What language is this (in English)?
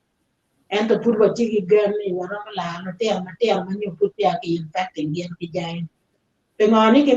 Acoli